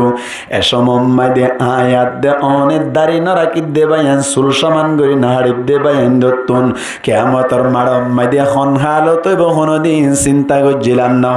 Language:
Rohingya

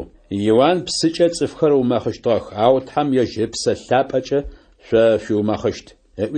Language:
Adyghe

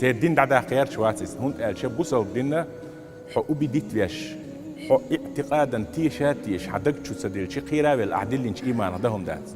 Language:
Chechen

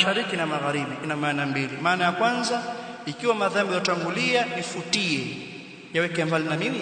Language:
Swahili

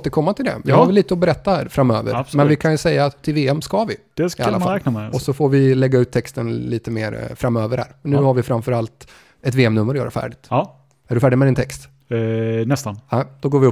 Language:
Swedish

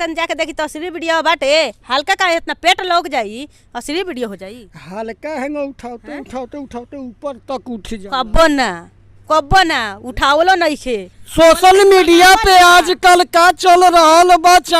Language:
Bhojpuri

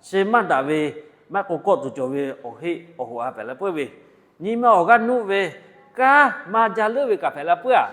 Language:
Lahu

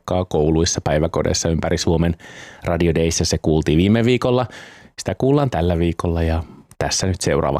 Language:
Finnish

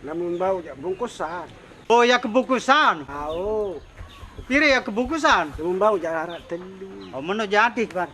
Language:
Sasak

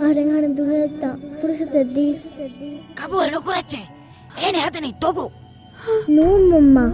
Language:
Divehi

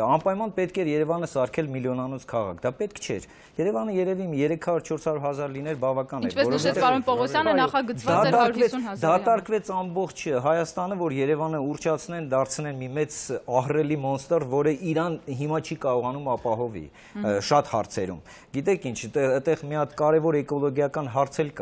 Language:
Armenian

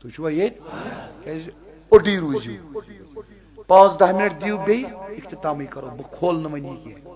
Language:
Kashmiri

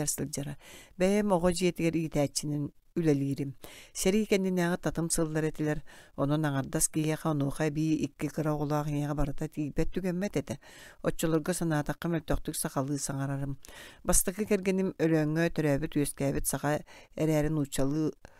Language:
Yakut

